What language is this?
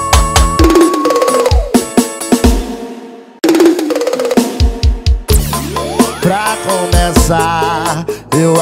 Portuguese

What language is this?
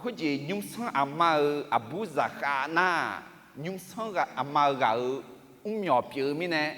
Akha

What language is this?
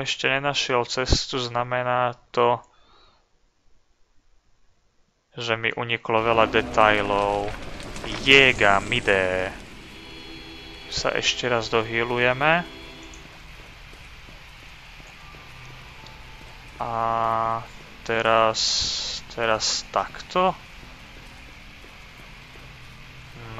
Slovak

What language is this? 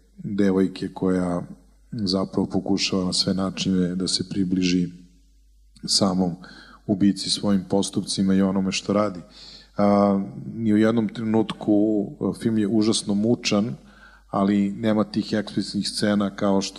Serbian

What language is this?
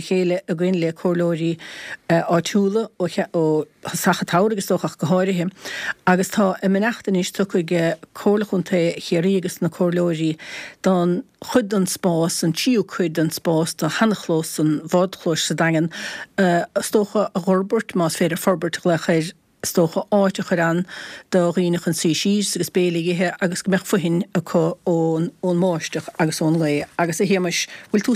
Irish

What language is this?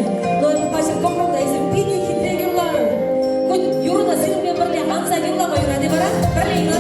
Chuvash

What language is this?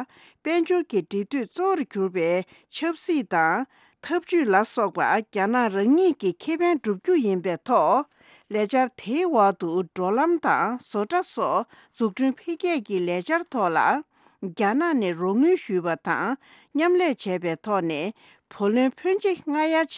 Tibetan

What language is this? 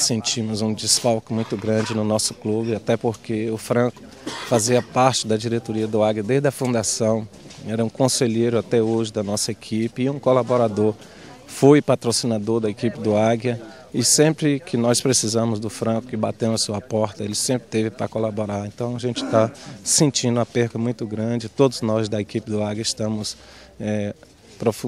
Portuguese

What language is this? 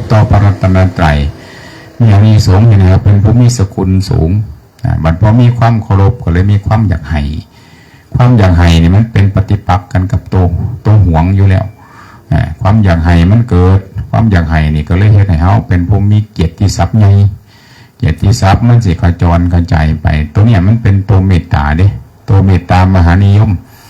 Northeastern Thai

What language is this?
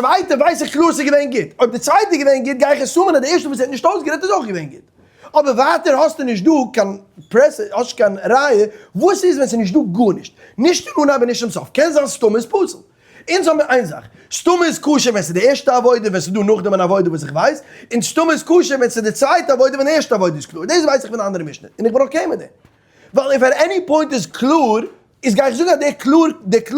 Yiddish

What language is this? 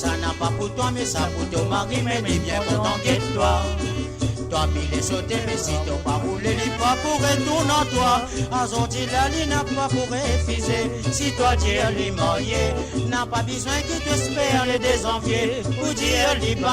Morisyen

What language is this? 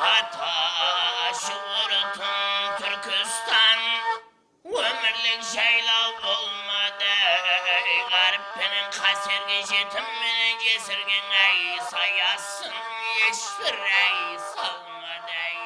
Kara-Kalpak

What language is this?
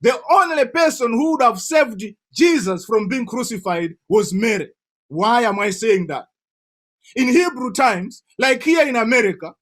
English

